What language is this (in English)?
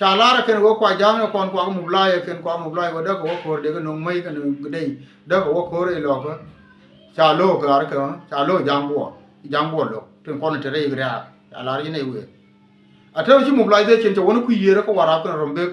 Nuer